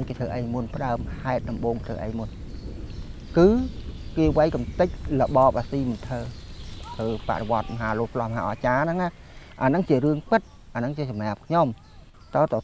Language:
Khmer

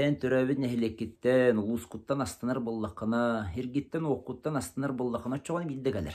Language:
Yakut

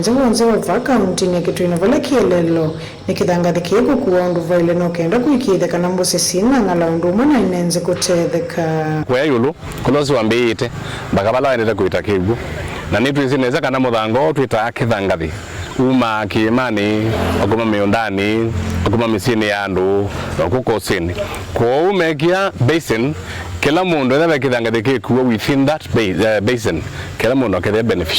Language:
Kamba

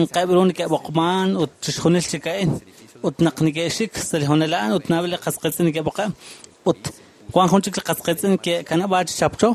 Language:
Kekchí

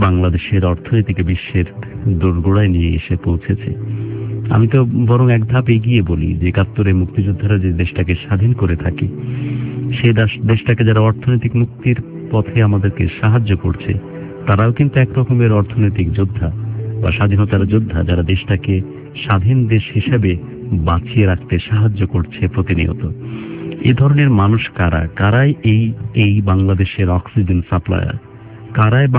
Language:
Bangla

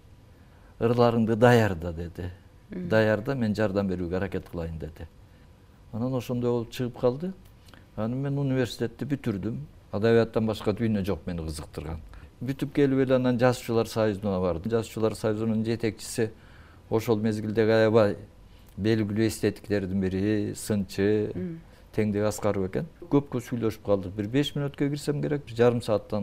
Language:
Kyrgyz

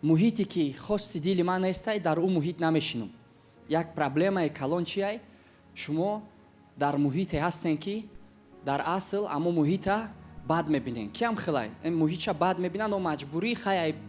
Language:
Tajik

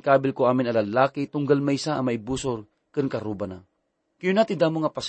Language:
Iloko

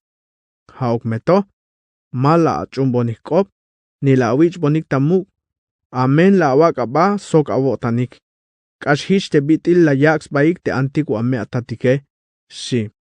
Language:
Tzeltal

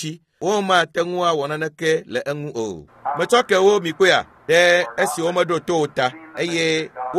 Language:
Ewe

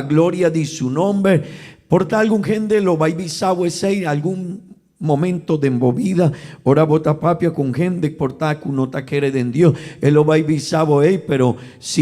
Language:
Papiamento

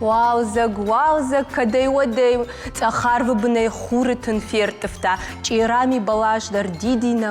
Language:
Ossetic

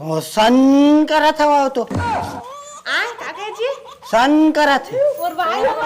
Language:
Chhattisgarhi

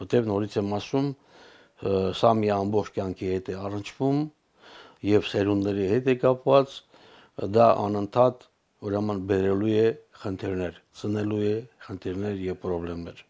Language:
Armenian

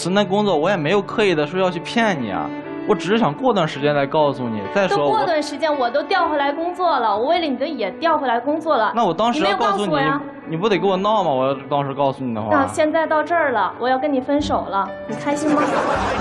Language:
Chinese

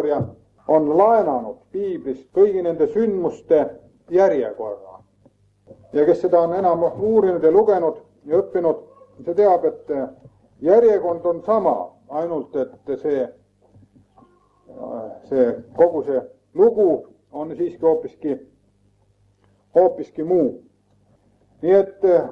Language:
Estonian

